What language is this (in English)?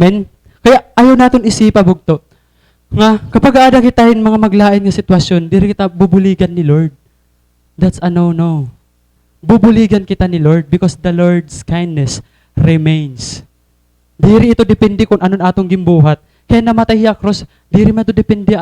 Waray